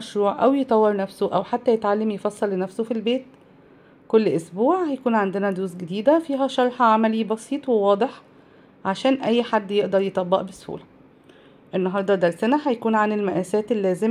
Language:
Egyptian Arabic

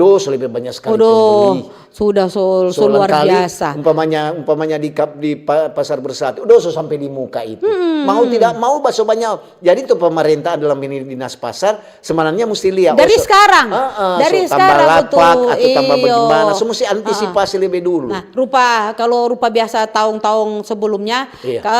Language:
Manado Malay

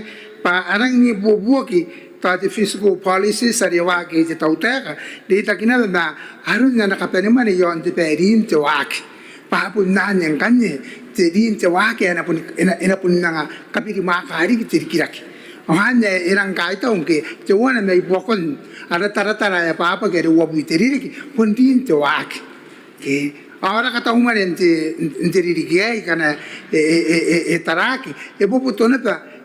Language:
Gilbertese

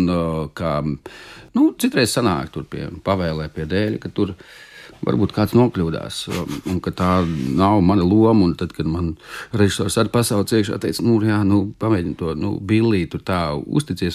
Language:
Latvian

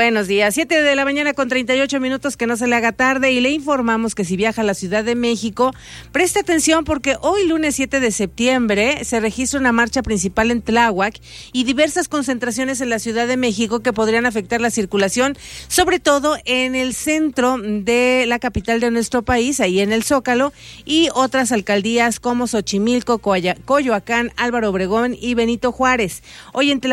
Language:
Spanish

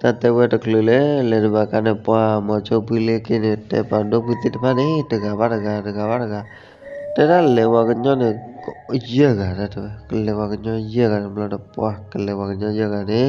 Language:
S'gaw Karen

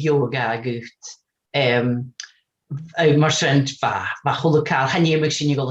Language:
Scottish Gaelic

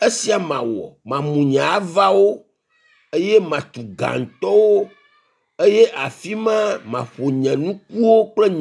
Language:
Ewe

